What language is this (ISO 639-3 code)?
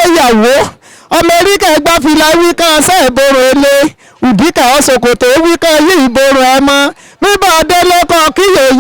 yor